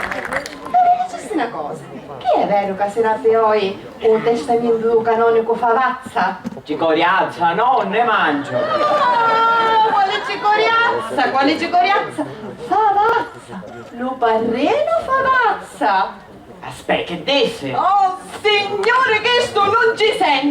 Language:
Sicilian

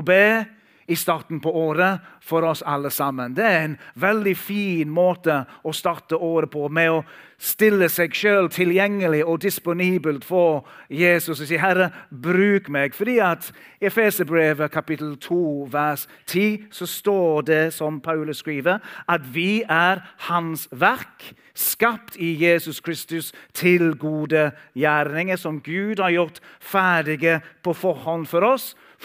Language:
Norwegian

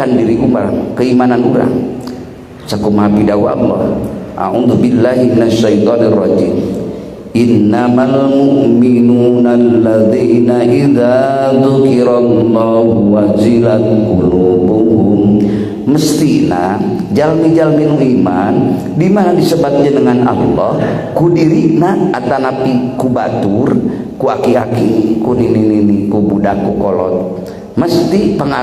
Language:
Sundanese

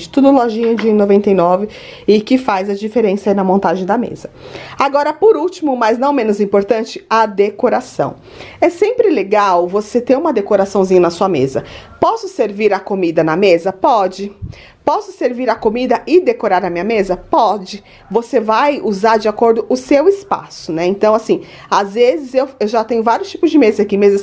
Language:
Portuguese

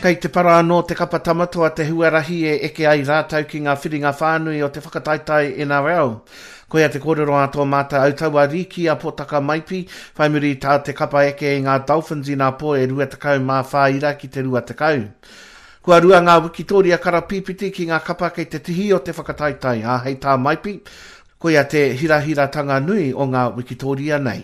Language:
Māori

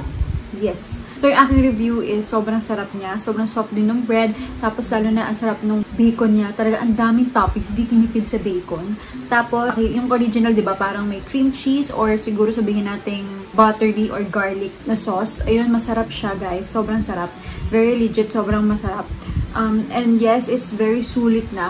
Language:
Filipino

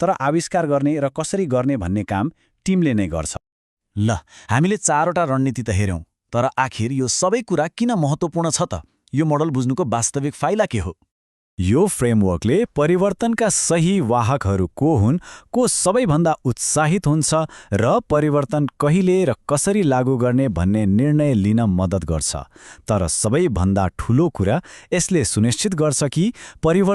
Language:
Nepali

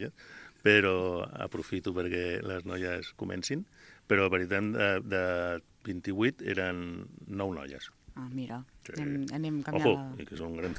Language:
Catalan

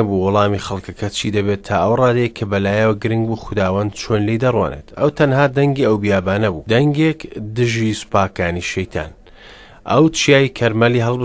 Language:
Central Kurdish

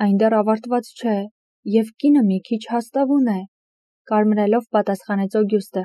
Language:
Armenian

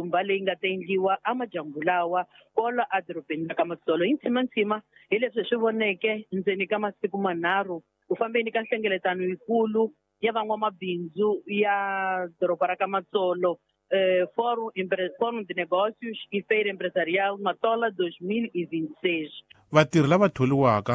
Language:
Tsonga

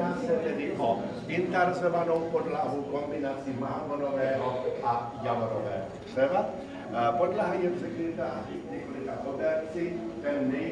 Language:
Czech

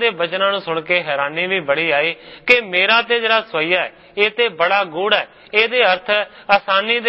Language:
Punjabi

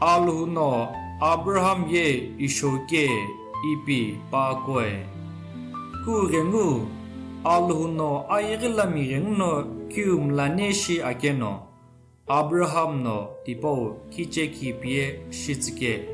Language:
Sumi Naga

